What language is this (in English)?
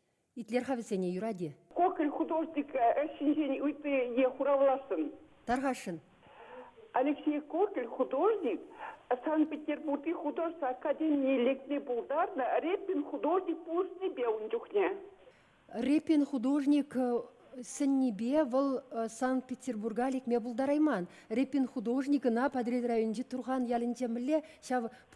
Chuvash